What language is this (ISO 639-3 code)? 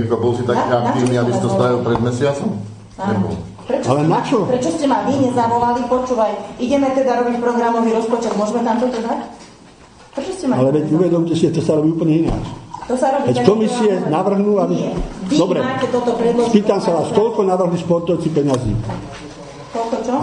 slk